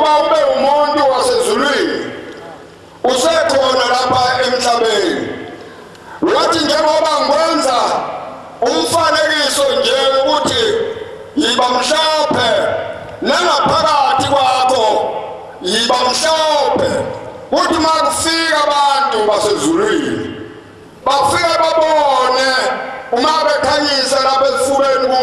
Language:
Zulu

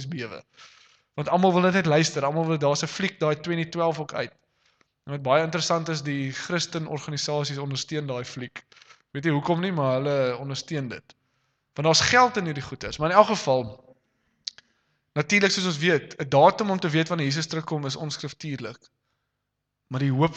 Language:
Afrikaans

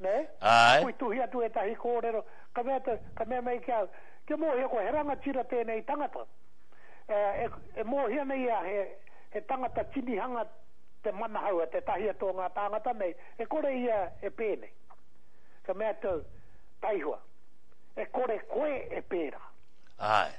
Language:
Māori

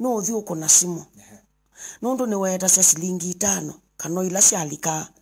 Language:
Kamba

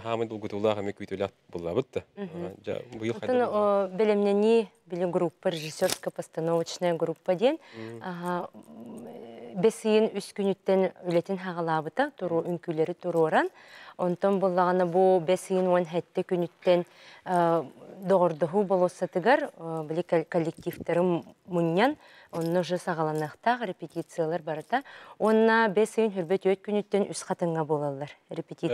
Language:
Yakut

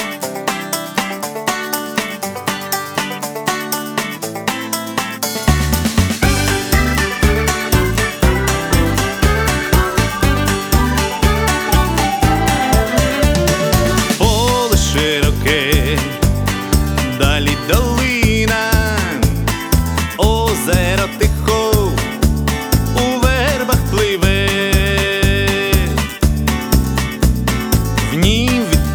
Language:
Ukrainian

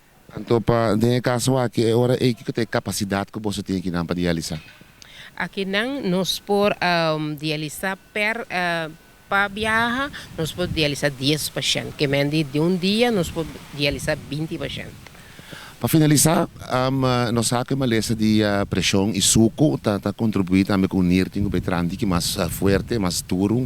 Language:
Papiamento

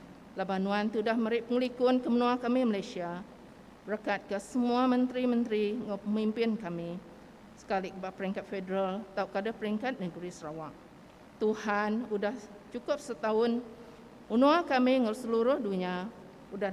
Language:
Iban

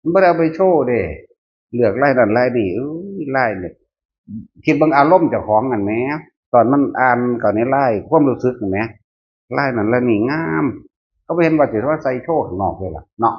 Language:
Northeastern Thai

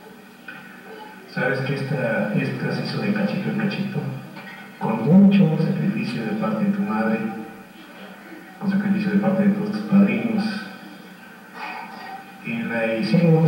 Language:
Spanish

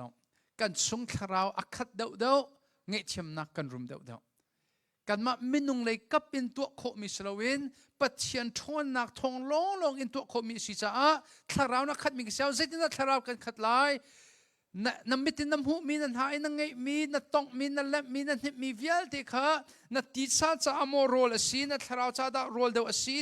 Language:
Hakha Chin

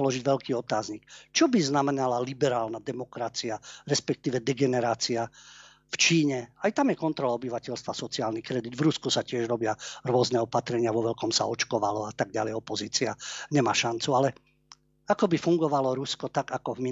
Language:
Slovak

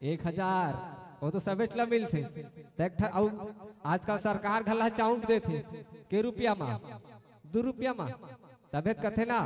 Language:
Chhattisgarhi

